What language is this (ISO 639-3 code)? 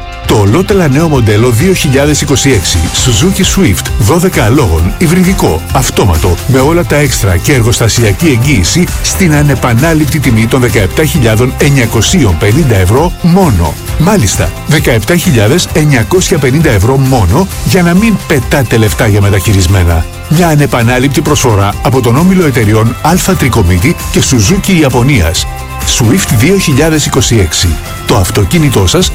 ell